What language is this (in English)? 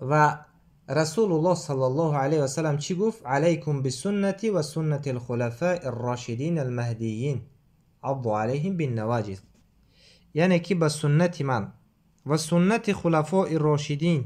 Tajik